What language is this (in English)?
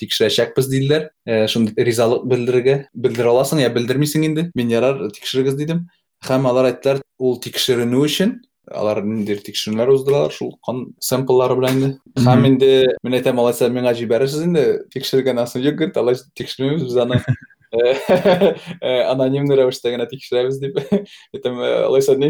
Tatar